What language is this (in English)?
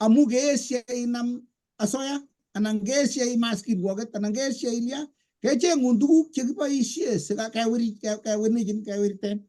Kalenjin